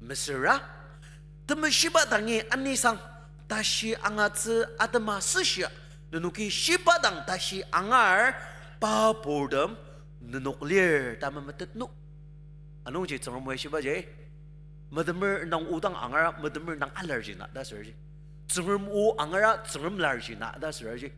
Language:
Ao Naga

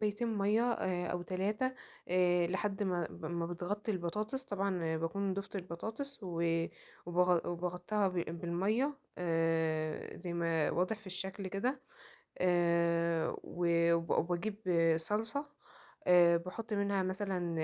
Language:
Egyptian Arabic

